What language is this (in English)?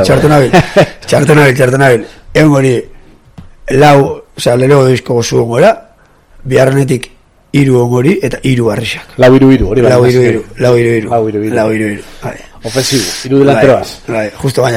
Basque